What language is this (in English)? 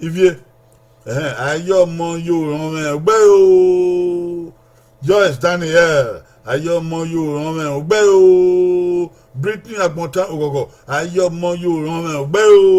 Bini